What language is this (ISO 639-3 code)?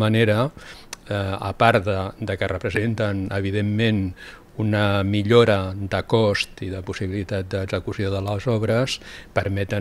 cat